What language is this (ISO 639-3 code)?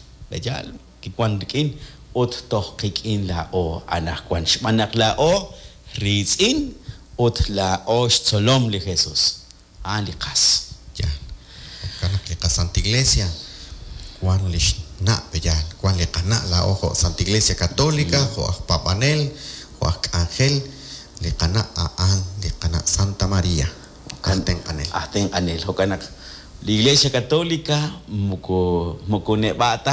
kek